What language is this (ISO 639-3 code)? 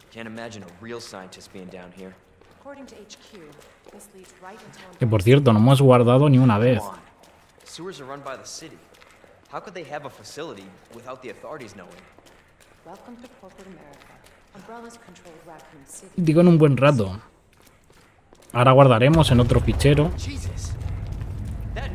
spa